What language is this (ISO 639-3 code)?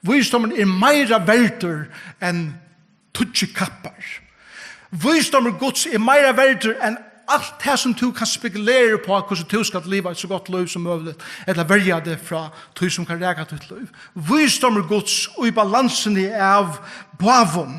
fao